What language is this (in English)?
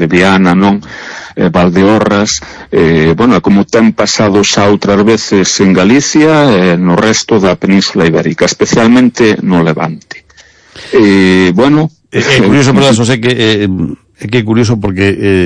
Galician